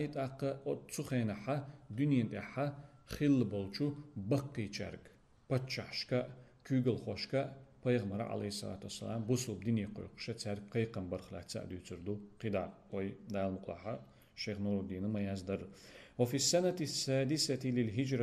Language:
Chechen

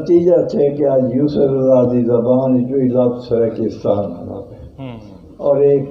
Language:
Saraiki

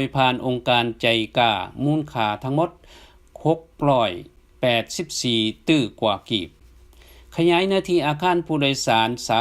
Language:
Lao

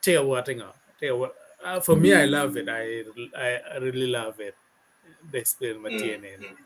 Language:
Acoli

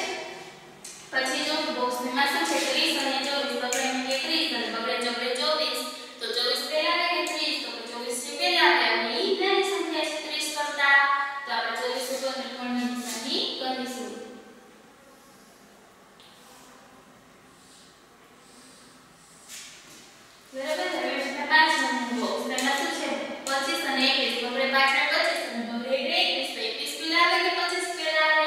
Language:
Gujarati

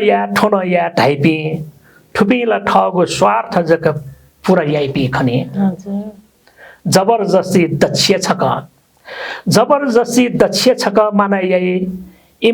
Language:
Newari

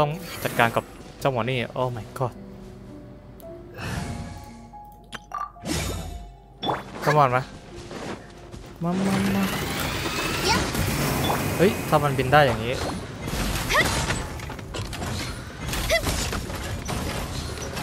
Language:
Thai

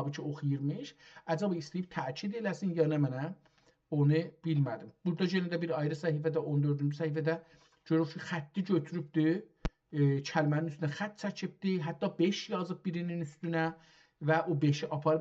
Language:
South Azerbaijani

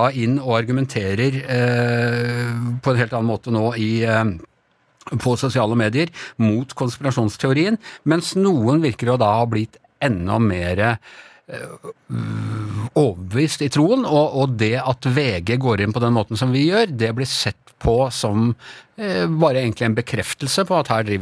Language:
Norwegian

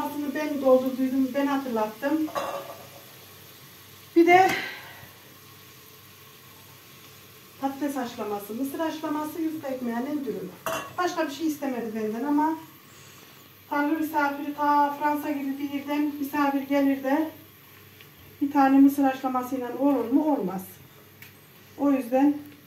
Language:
Turkish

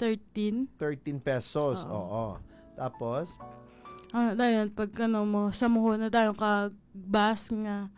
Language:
Hiligaynon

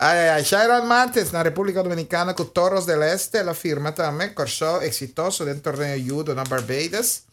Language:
Papiamento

